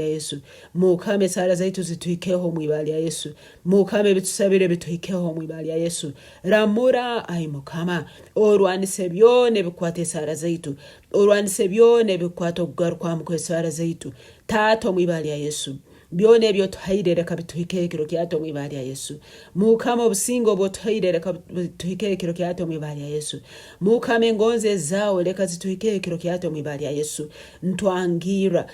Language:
Nyankole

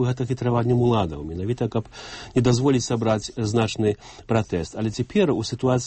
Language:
Belarusian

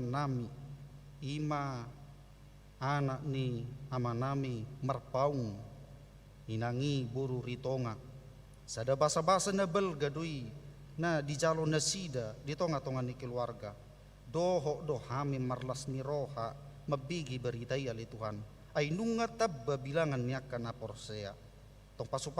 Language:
Batak Toba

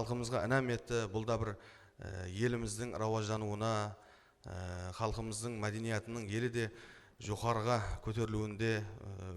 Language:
Kara-Kalpak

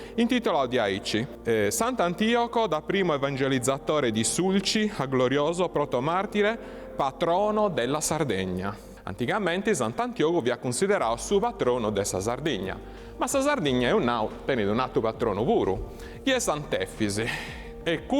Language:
Sardinian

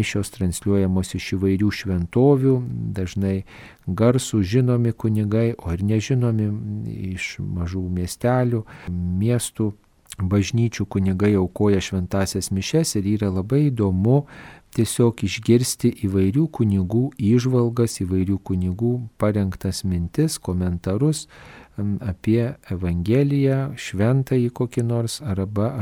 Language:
Lithuanian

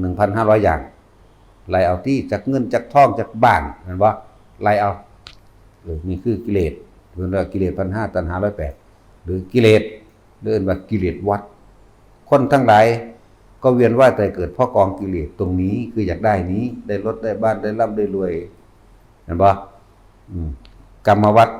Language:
Northeastern Thai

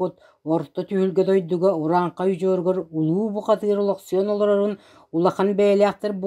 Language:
Yakut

